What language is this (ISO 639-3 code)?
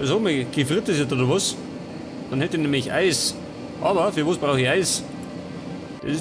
bar